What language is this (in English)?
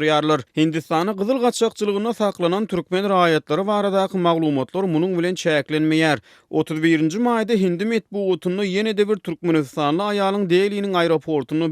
Turkmen